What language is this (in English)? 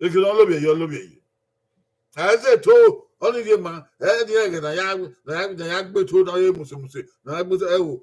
Bini